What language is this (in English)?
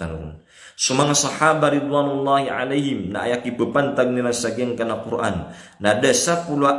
Maranao